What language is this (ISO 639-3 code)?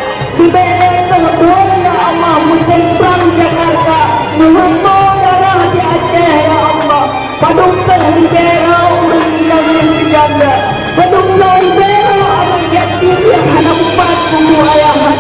ace